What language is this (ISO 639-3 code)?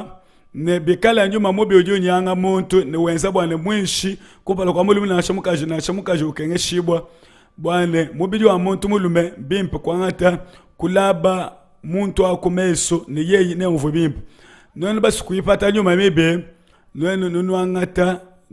lua